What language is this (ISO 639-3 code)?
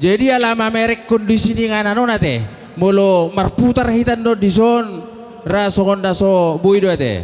bbc